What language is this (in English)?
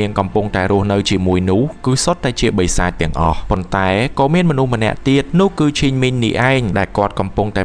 Khmer